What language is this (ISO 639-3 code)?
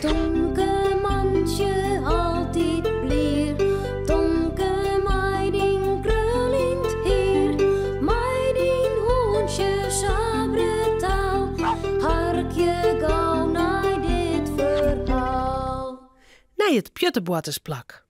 fry